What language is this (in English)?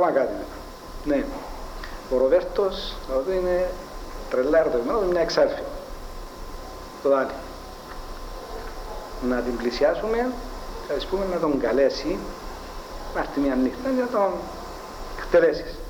Greek